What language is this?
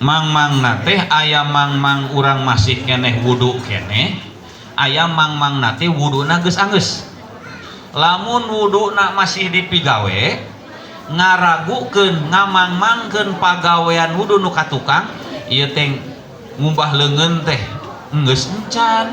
Sundanese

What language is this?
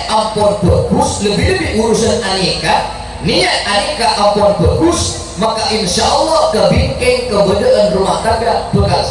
Madurese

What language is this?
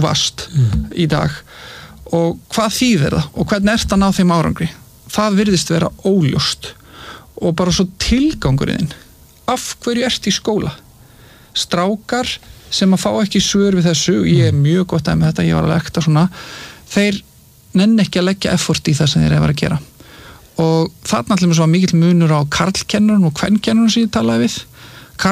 Icelandic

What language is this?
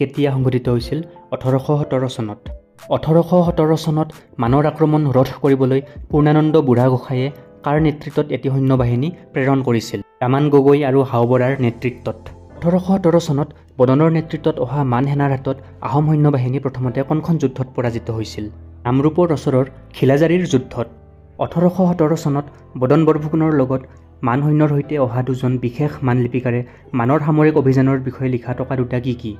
Assamese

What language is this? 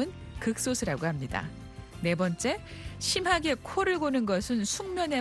Korean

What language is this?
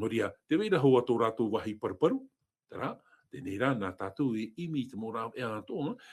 Tahitian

